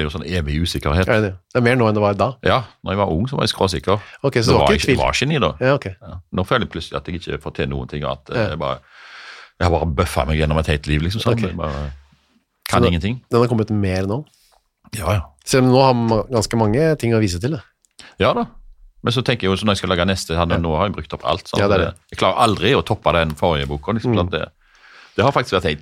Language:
Norwegian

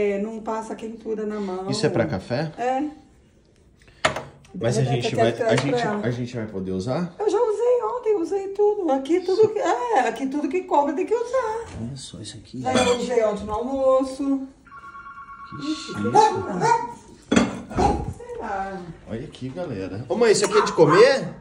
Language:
Portuguese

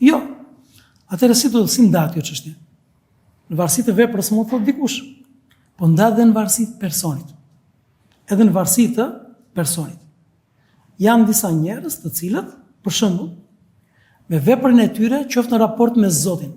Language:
Albanian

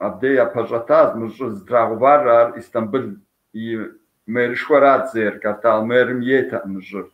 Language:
Kabardian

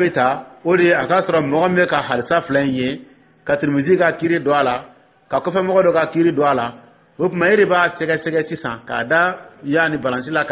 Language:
Dyula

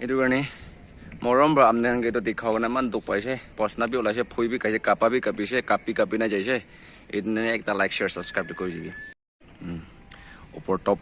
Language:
Naga Pidgin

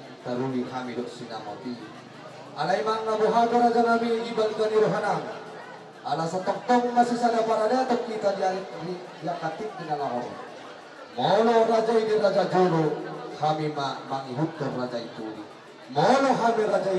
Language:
Batak Toba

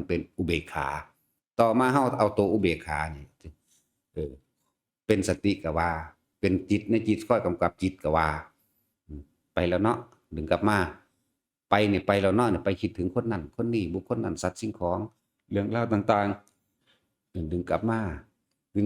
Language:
Northeastern Thai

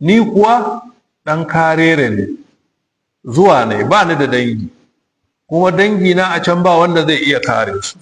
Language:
Hausa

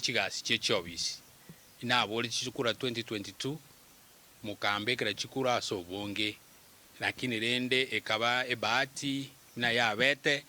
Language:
Gusii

